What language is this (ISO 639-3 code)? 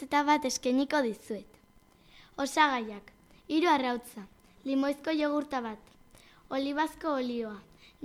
eus